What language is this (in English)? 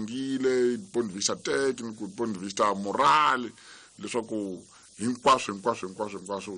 Tsonga